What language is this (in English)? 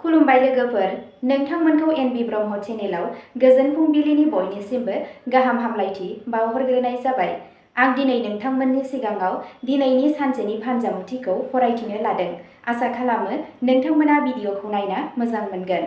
Bodo